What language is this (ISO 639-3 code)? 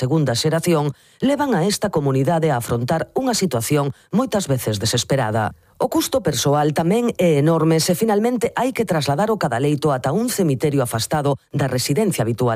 glg